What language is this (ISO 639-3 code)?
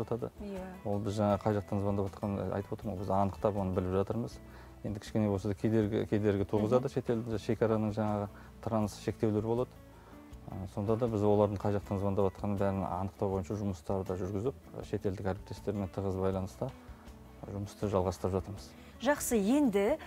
kaz